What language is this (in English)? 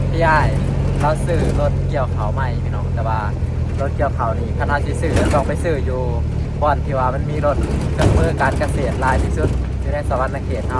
Lao